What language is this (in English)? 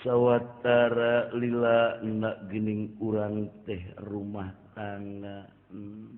Sundanese